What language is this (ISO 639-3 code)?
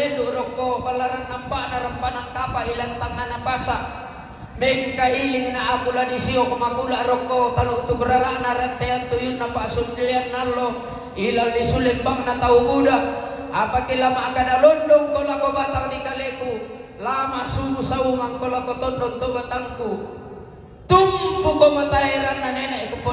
sda